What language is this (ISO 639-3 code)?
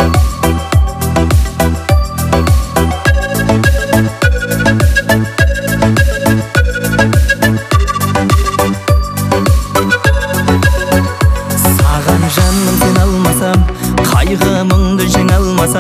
kaz